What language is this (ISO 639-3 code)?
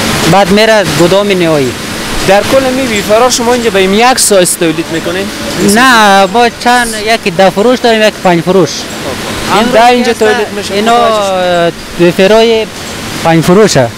fas